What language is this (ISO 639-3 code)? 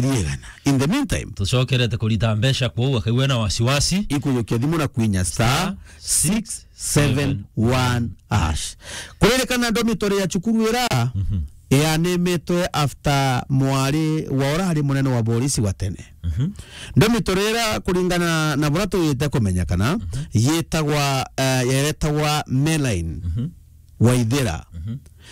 mer